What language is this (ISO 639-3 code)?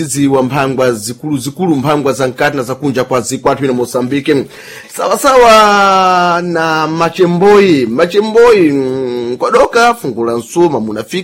seh